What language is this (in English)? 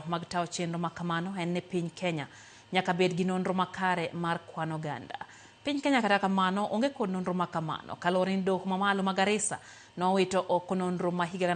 Luo (Kenya and Tanzania)